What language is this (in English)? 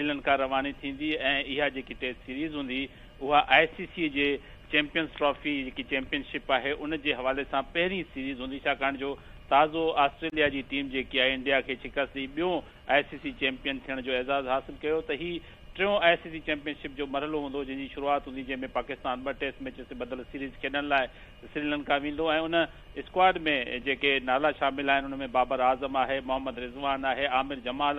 Sindhi